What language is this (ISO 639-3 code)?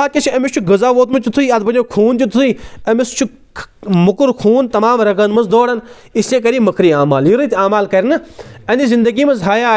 kas